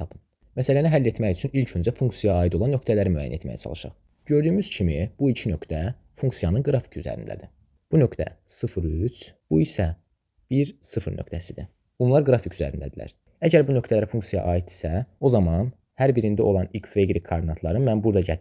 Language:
Azerbaijani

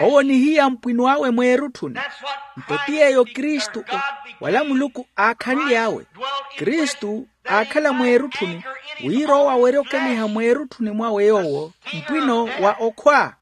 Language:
Makhuwa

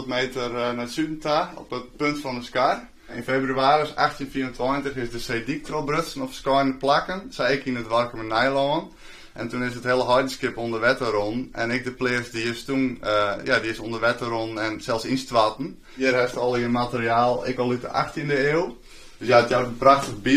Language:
Western Frisian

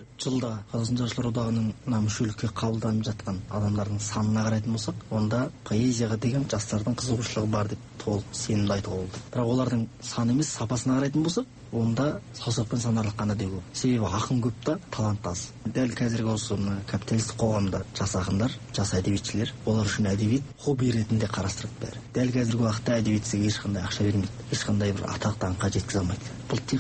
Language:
Kazakh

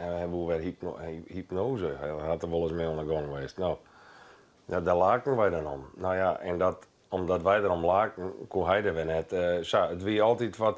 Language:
Western Frisian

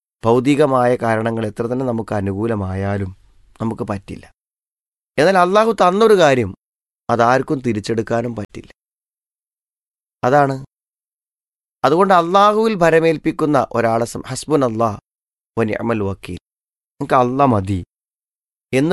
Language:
Malayalam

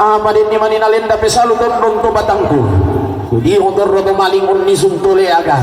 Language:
Toraja-Sa'dan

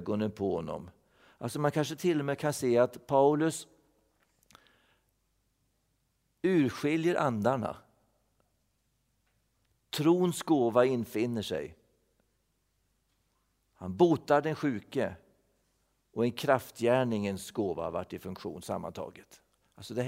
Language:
Swedish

